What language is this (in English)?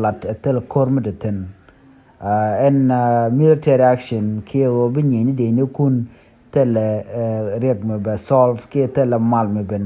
Nuer